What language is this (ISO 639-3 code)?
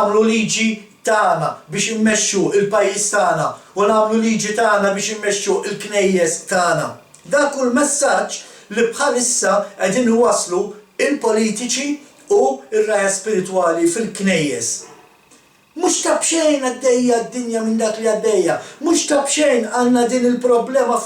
mlt